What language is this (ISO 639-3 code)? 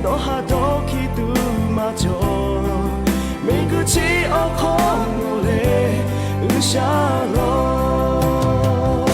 lhu